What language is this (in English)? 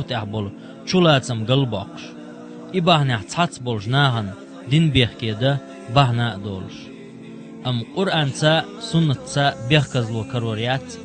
Chechen